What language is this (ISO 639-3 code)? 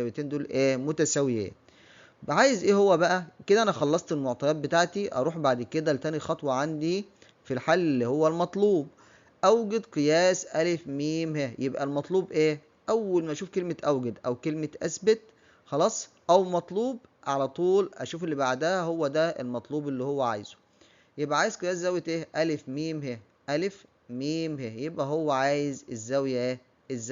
arz